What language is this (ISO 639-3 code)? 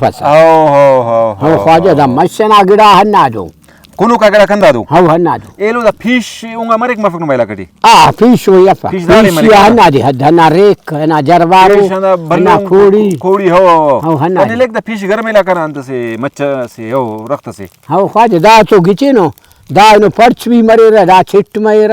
brh